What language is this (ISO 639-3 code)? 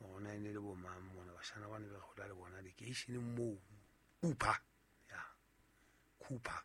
sot